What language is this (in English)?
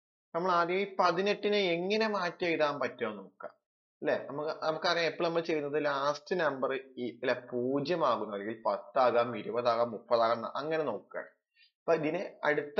Malayalam